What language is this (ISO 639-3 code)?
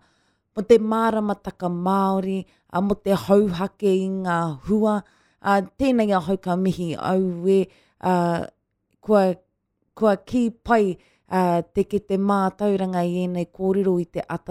mri